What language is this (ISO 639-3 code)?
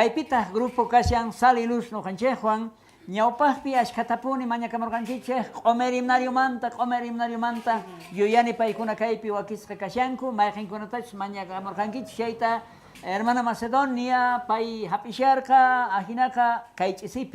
quh